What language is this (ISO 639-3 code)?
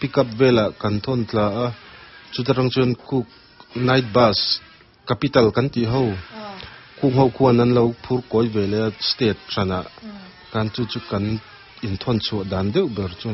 lus